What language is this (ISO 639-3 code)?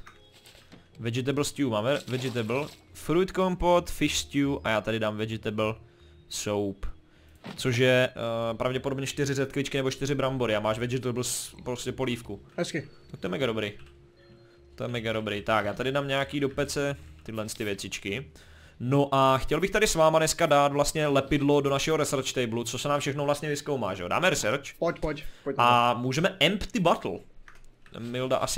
ces